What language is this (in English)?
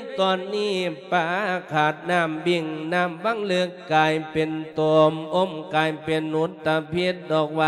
Lao